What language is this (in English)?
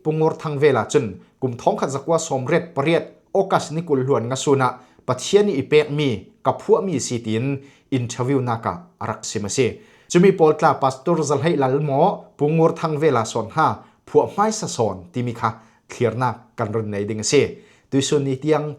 Falam Chin